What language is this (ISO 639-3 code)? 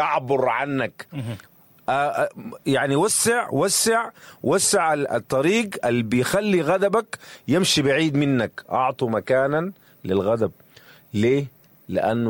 apd